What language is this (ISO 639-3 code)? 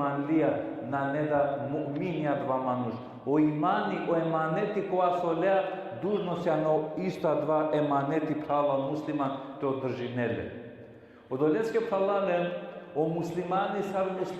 rmn